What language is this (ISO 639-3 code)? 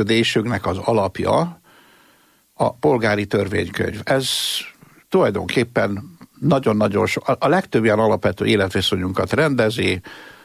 hun